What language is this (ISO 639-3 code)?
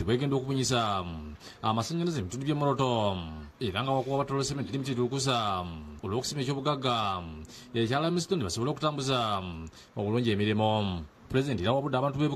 lug